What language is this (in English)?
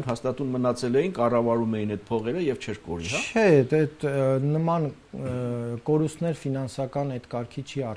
Armenian